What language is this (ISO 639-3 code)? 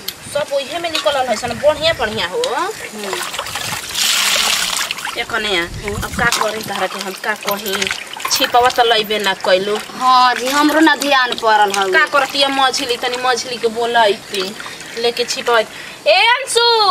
bho